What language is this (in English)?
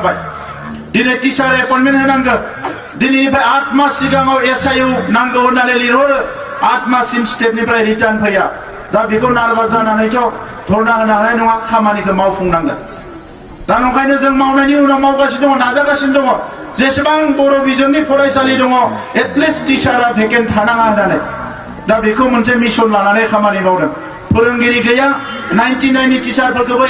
Bodo